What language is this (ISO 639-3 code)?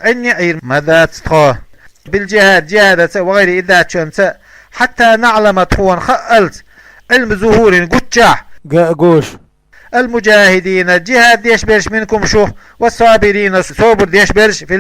che